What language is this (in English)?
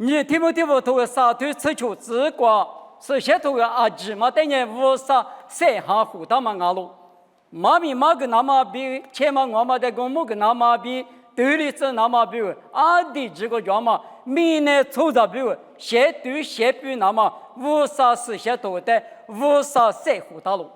Lisu